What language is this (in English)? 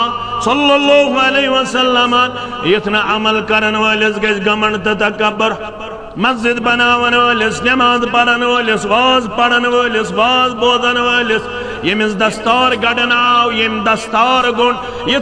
Kashmiri